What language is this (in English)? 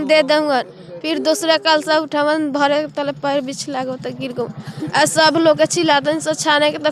Bhojpuri